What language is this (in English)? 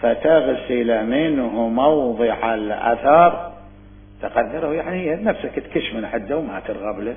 Mesopotamian Arabic